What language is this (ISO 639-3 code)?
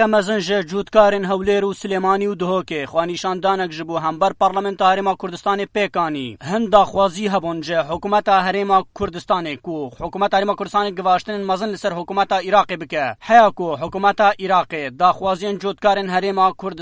kur